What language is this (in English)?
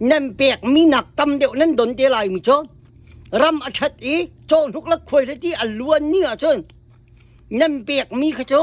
Hakha Chin